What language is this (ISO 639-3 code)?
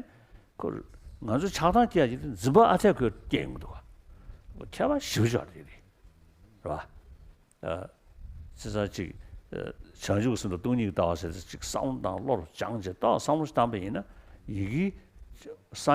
bod